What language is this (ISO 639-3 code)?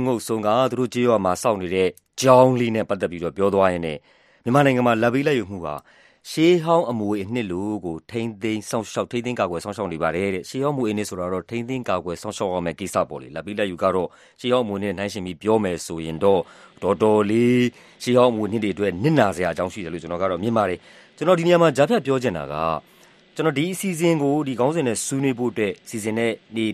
mya